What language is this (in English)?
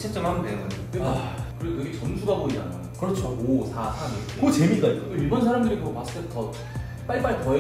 Korean